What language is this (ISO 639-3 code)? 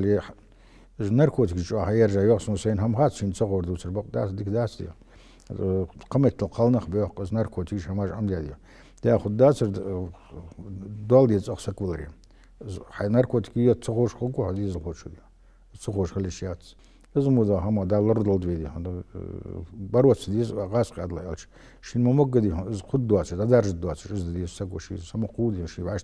inh